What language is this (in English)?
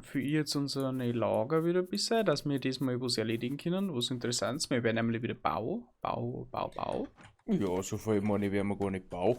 Bavarian